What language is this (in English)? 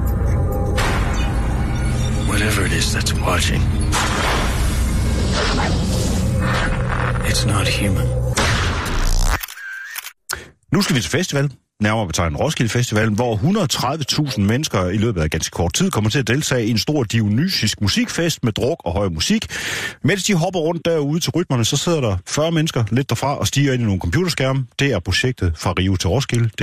Danish